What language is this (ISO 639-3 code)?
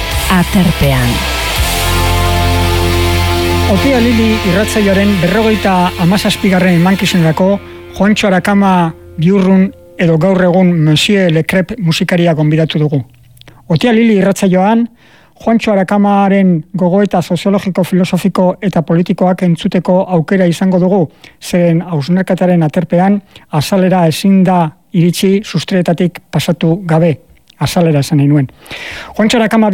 eus